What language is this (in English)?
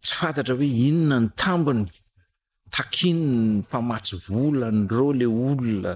Malagasy